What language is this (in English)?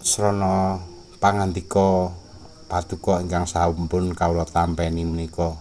Javanese